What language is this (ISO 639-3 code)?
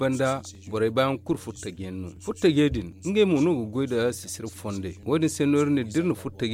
dje